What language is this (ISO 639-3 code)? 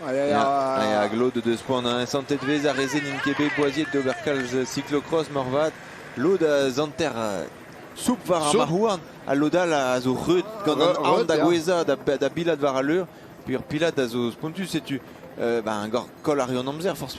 bre